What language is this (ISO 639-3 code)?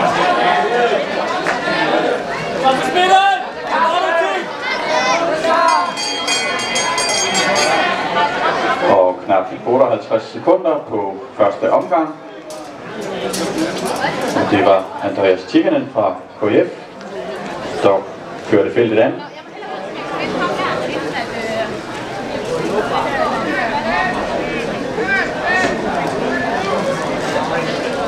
dan